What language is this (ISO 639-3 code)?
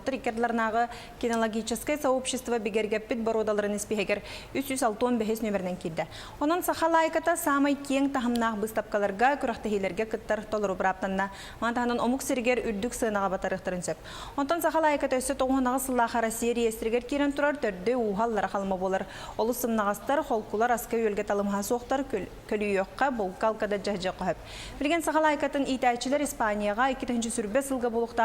sah